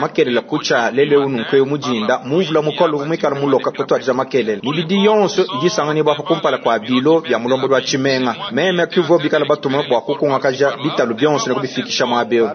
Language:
Luba-Lulua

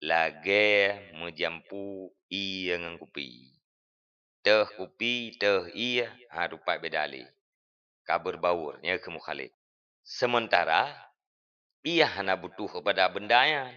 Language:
Achinese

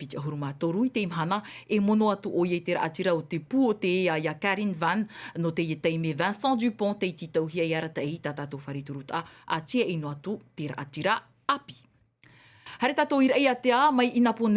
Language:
Tahitian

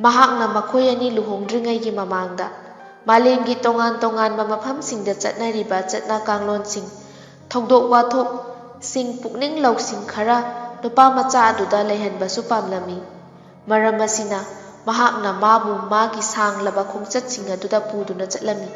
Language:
Manipuri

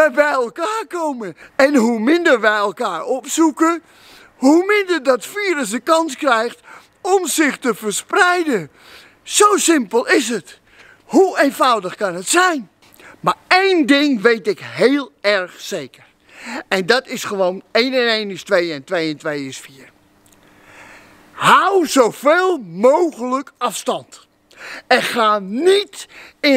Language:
Dutch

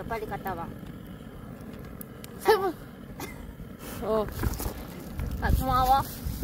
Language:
Korean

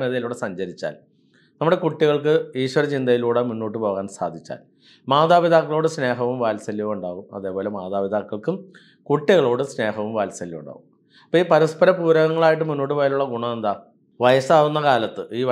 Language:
Malayalam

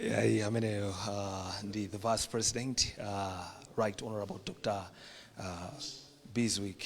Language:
Nyanja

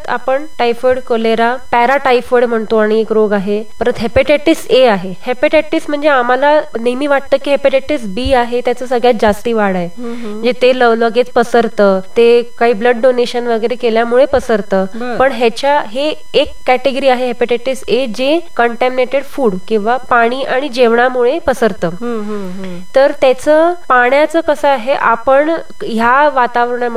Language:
Marathi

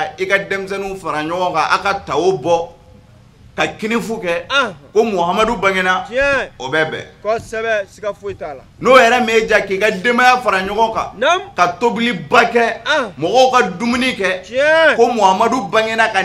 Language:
Bambara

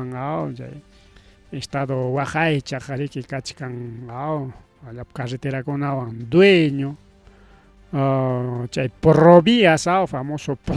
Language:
Ayacucho Quechua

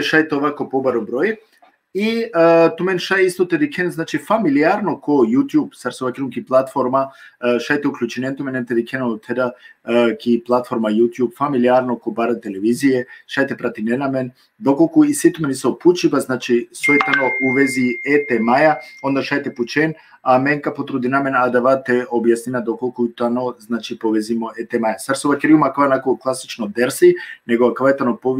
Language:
Balkan Romani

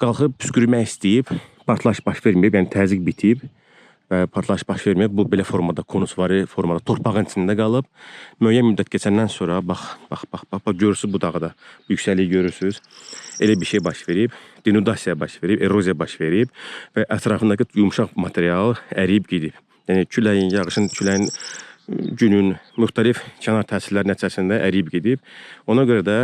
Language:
Azerbaijani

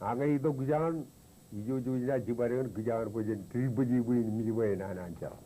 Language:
Marshallese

